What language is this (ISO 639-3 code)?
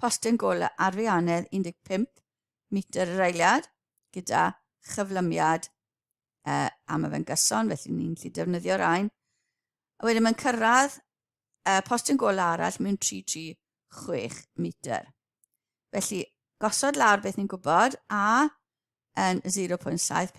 cym